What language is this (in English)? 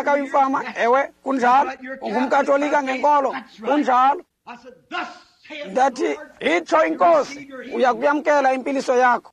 Xhosa